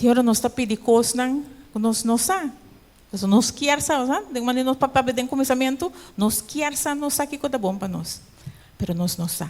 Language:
Papiamento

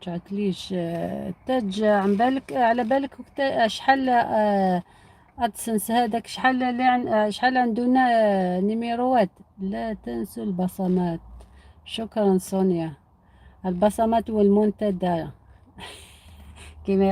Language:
Algerian Arabic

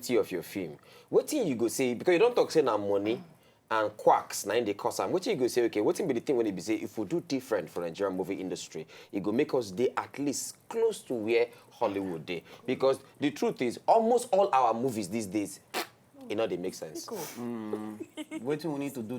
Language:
Nigerian Pidgin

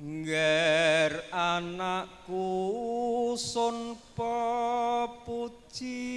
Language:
Javanese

